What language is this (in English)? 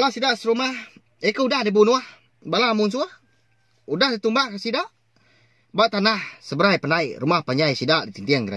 Iban